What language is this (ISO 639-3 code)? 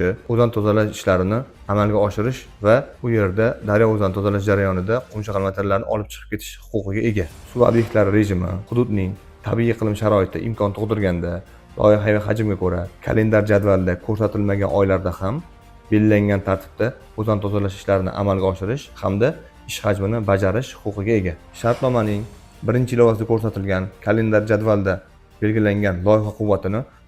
uzb